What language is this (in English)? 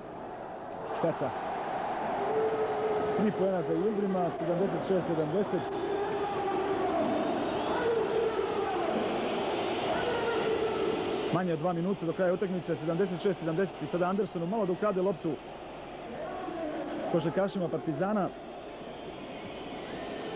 Serbian